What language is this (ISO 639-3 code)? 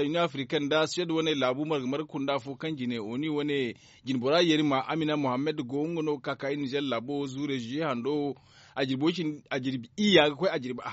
dje